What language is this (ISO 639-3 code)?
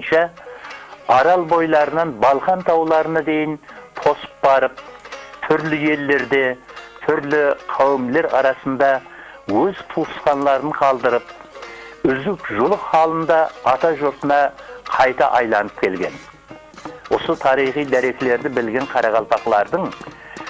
kaa